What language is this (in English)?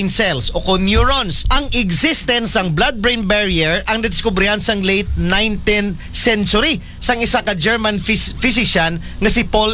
Hiligaynon